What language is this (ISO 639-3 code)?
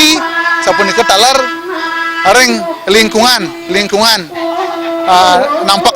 ban